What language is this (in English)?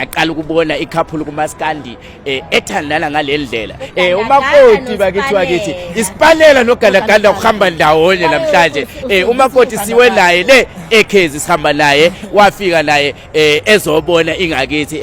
Zulu